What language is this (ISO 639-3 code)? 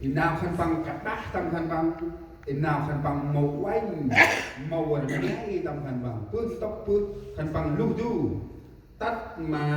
cmo